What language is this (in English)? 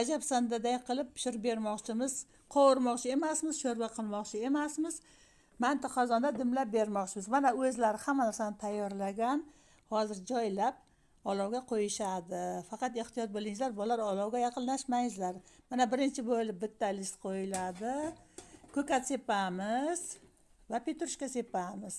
Uzbek